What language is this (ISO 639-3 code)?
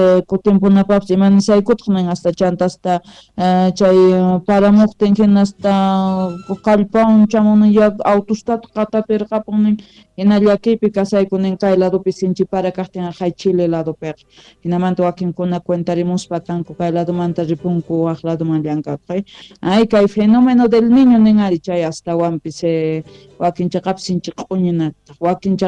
que